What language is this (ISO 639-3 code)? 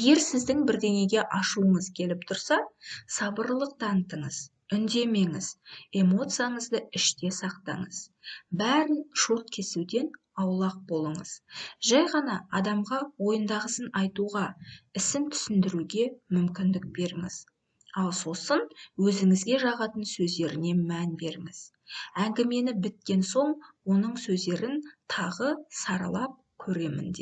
kaz